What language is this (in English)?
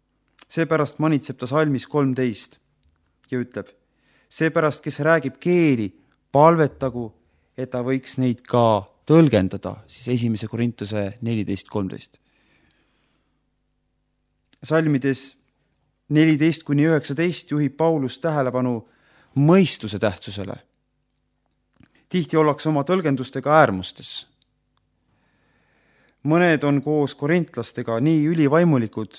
Estonian